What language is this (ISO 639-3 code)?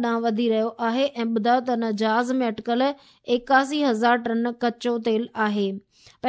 snd